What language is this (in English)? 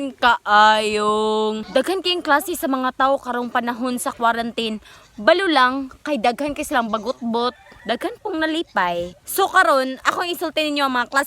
Cebuano